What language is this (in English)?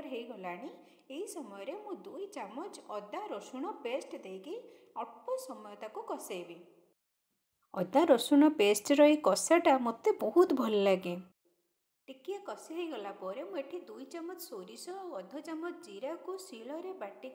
Odia